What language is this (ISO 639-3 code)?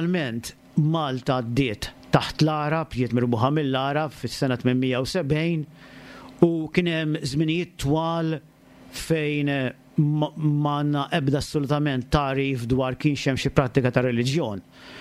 mlt